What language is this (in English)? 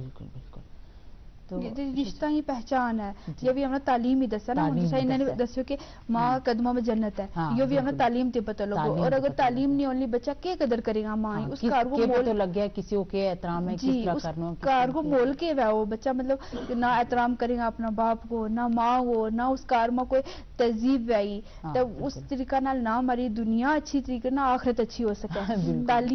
Gujari